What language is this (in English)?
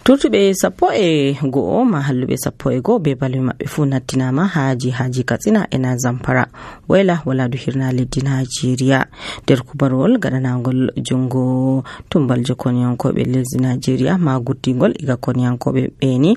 Nigerian Fulfulde